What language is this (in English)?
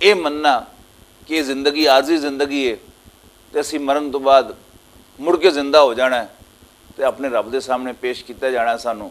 Western Panjabi